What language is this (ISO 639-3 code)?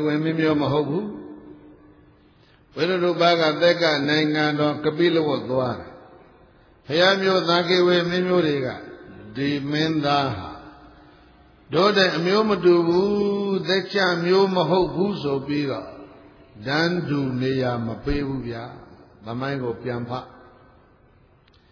mya